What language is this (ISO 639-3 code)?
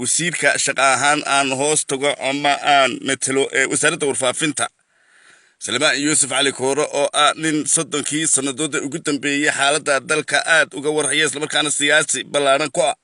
som